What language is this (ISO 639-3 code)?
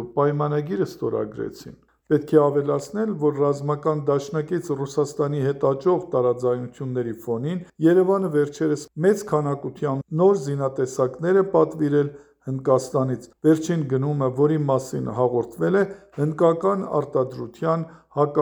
hye